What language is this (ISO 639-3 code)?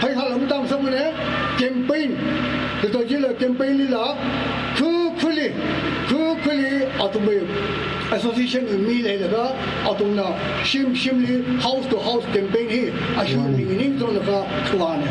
nmf